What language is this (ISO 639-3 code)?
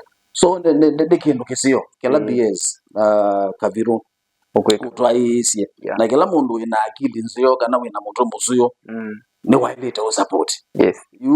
kam